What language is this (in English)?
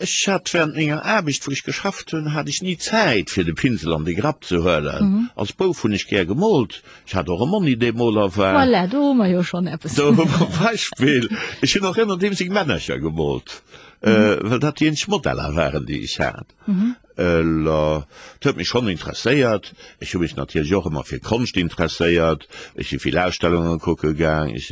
Luxembourgish